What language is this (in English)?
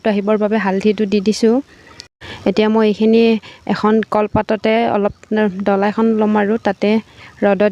Assamese